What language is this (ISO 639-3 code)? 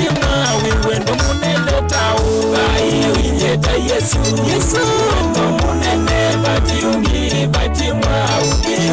kam